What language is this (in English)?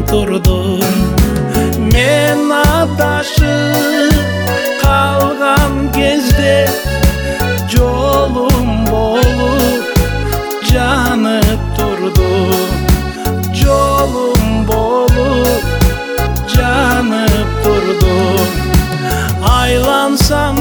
Kyrgyz